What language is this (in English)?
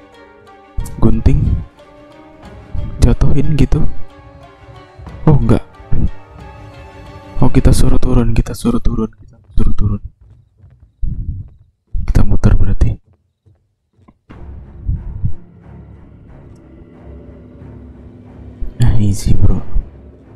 Indonesian